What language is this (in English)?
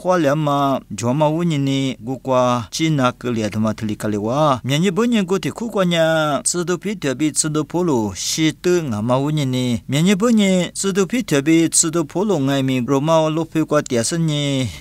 Lisu